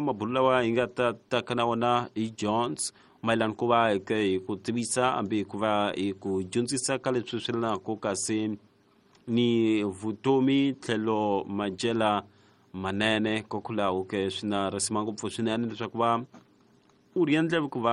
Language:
Tsonga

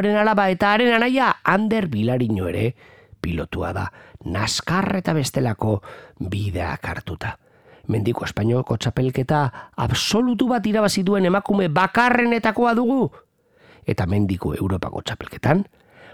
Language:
Basque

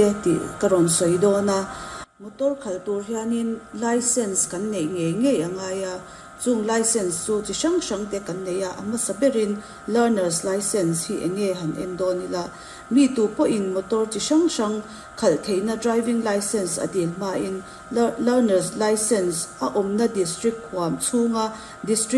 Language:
Mizo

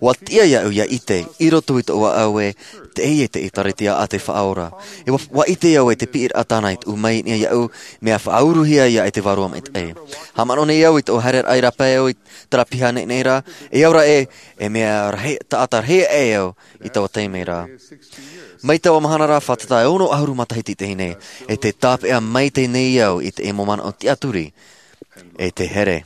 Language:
Tahitian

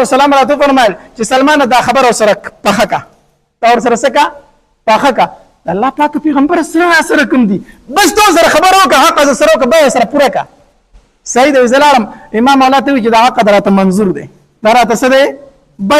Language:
Pashto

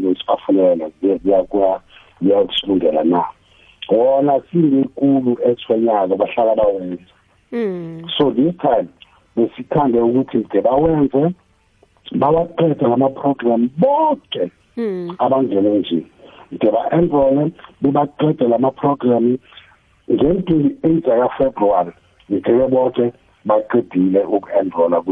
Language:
South Ndebele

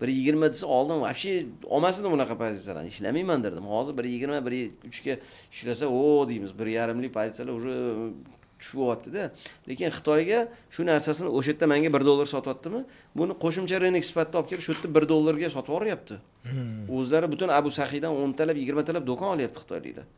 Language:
Uzbek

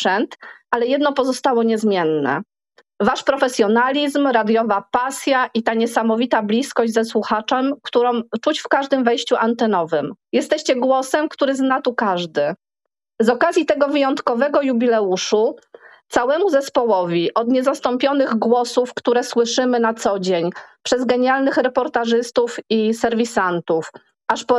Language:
Polish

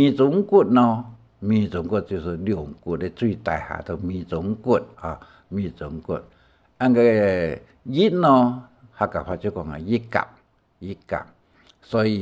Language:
Hakka Chinese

